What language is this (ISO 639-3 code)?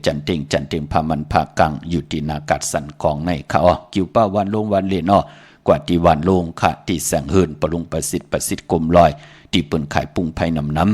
shn